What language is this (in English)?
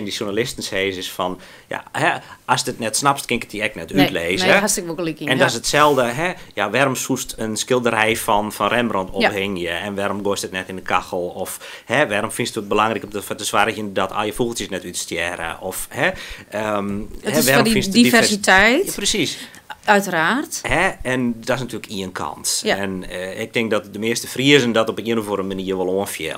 Western Frisian